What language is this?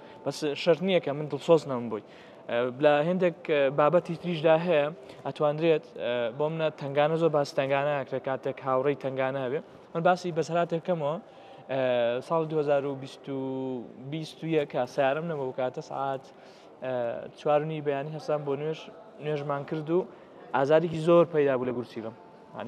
Central Kurdish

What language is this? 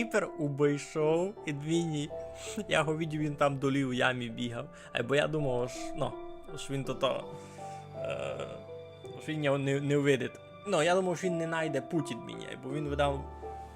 Rusyn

